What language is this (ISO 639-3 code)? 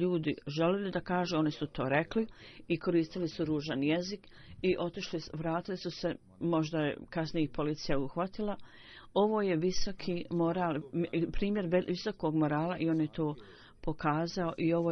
bos